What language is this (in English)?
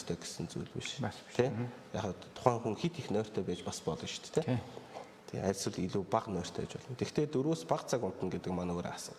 Mongolian